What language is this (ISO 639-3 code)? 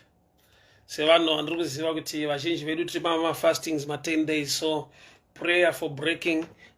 sna